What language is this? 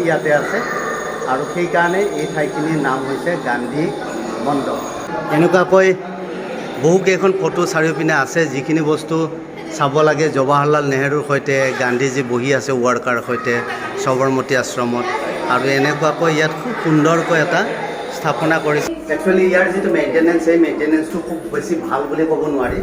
Assamese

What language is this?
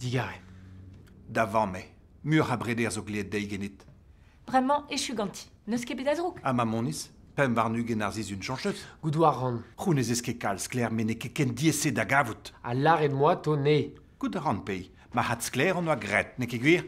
Breton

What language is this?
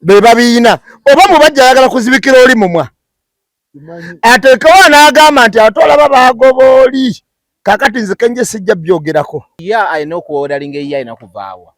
Ganda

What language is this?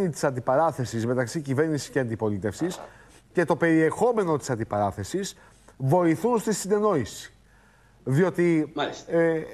Greek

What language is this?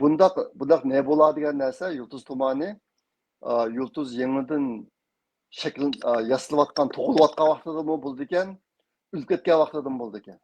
Uyghur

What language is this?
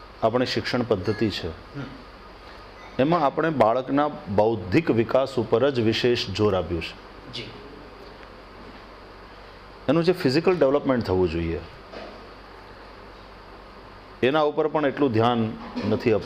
Gujarati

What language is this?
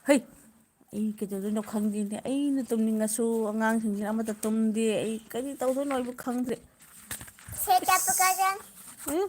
Manipuri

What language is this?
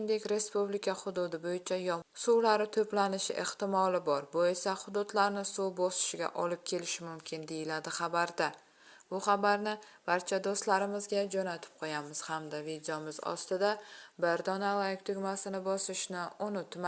Uzbek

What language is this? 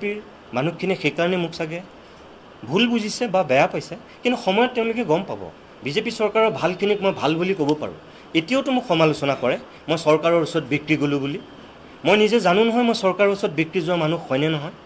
Assamese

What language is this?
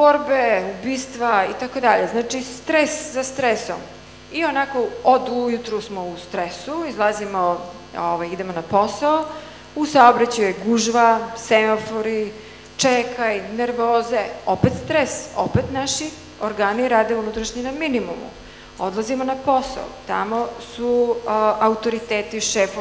Serbian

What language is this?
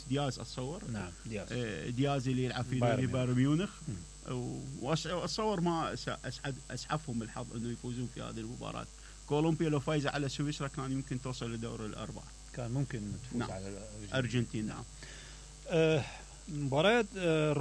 Mesopotamian Arabic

